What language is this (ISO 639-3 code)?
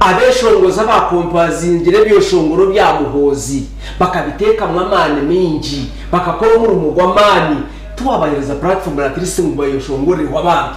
nyn